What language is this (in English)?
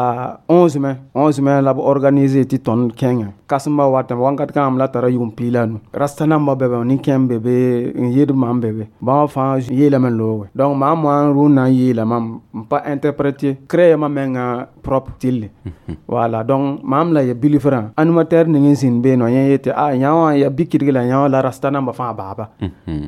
Mossi